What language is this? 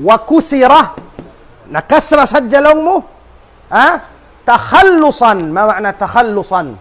Tausug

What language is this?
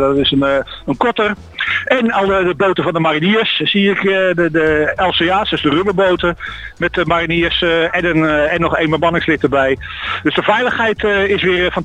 Dutch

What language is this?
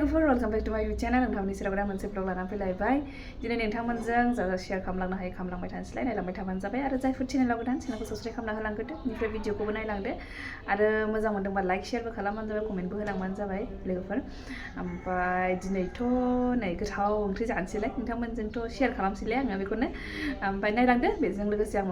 Bodo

